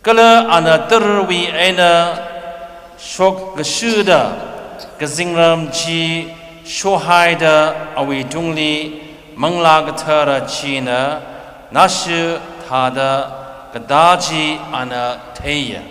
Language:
Tangkhul Naga (India)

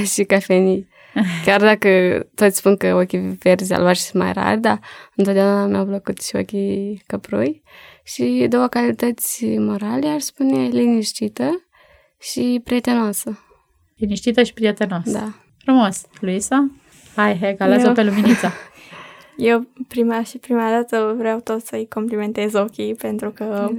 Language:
Romanian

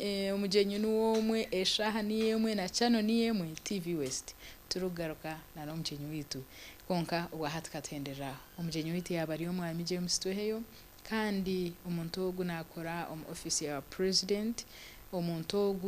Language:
Nyankole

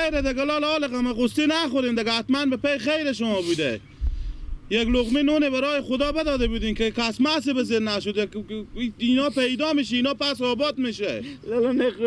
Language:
Persian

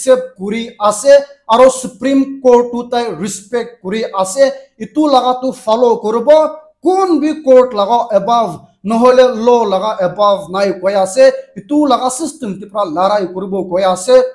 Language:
Naga Pidgin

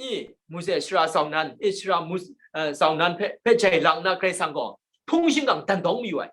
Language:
Kachin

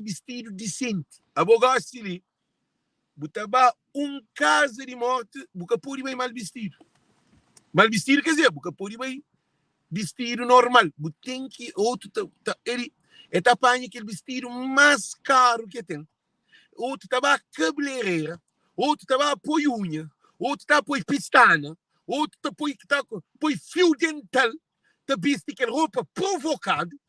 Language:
Kabuverdianu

